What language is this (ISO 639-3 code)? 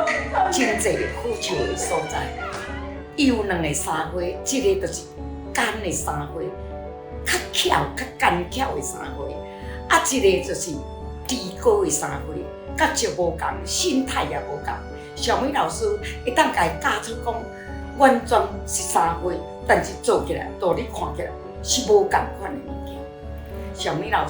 nan